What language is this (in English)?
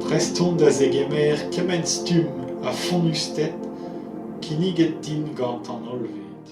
Breton